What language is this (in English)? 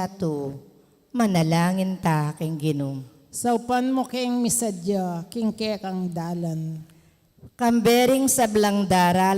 Pampanga